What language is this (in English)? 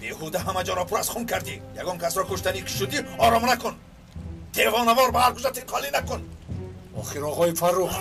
Tajik